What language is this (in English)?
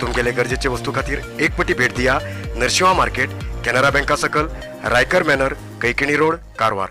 Konkani